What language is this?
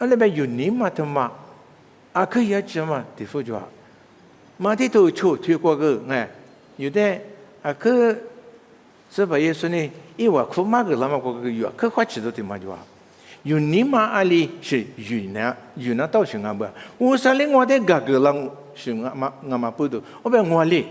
Lisu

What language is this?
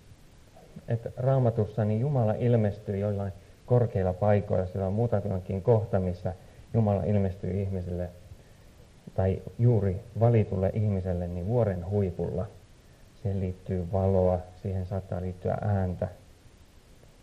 Finnish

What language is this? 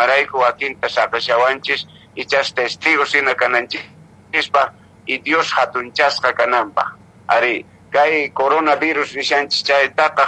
Quechua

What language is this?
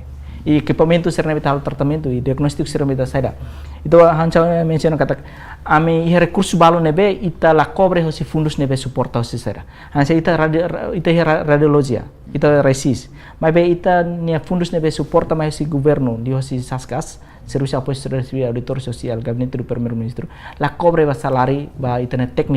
Tetum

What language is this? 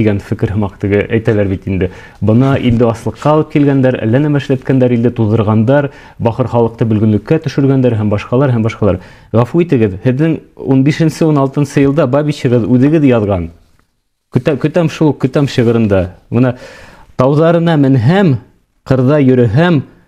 Bashkir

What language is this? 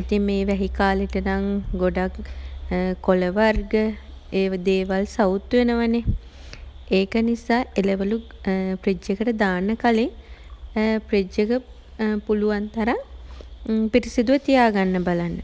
Sinhala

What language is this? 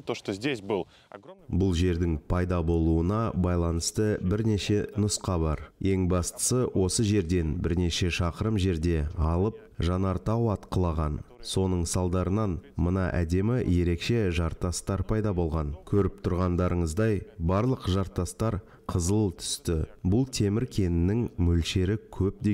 Kazakh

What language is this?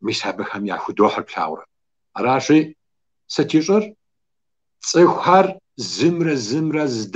Kabardian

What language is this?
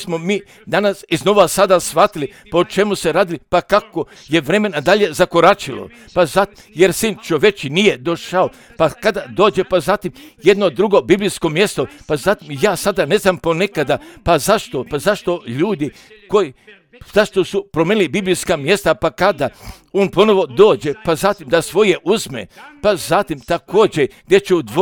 Croatian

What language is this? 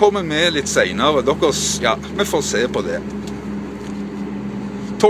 Norwegian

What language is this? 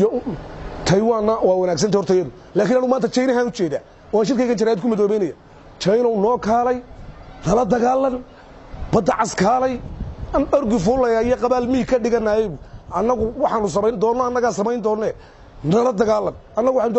Somali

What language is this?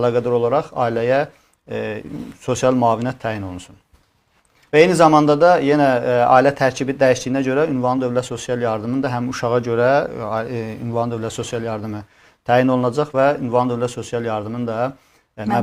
Azerbaijani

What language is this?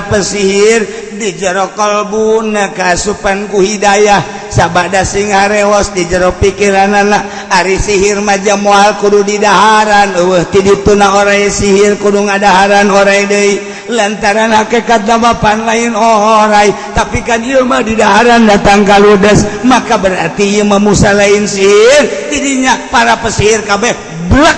Sundanese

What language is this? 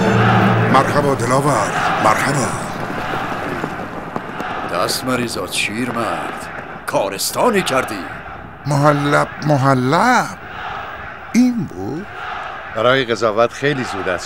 Persian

